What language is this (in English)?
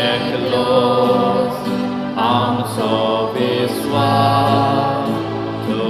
Konkani